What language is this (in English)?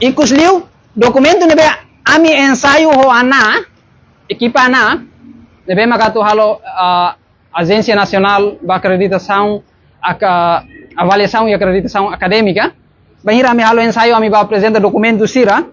Tetum